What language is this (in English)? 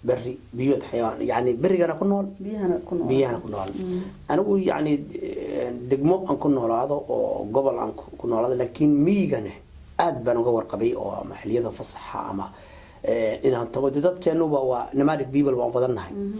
Somali